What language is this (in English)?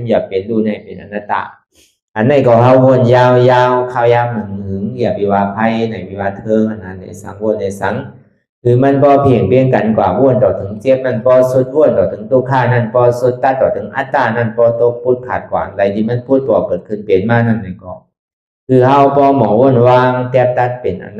Shan